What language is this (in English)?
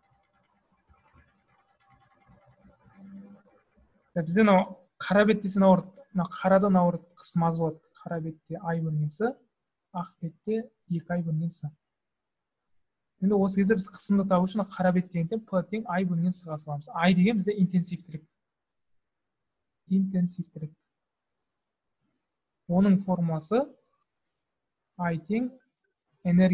Kazakh